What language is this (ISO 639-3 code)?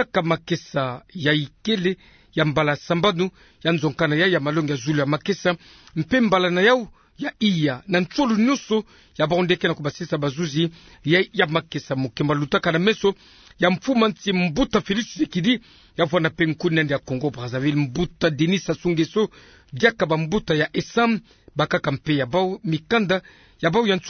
ktu